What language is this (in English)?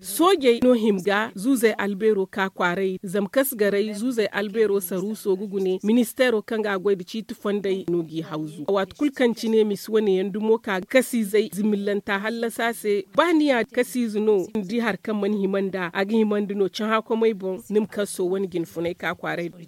Zarma